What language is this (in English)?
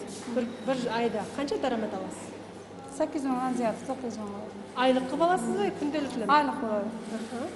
Kara-Kalpak